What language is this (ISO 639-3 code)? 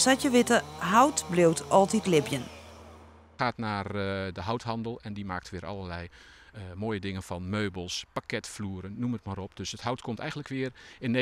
fry